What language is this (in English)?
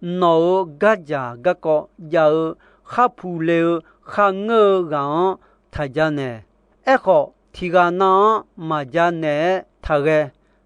Akha